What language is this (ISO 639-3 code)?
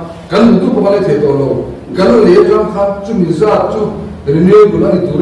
lus